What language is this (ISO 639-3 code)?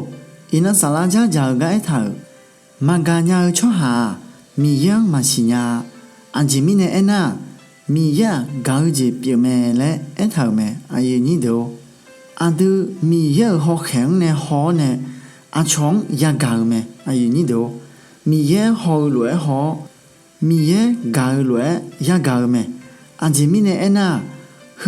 ahk